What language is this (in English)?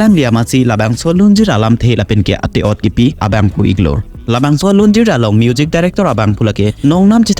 Karbi